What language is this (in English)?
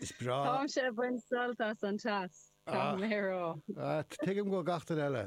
Irish